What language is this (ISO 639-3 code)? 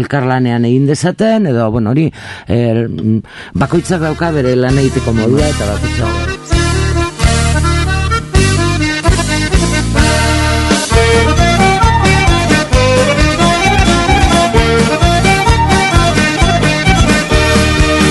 eus